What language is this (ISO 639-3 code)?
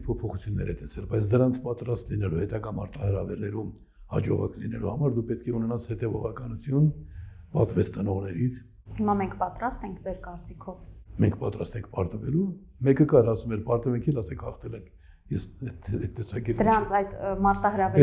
hye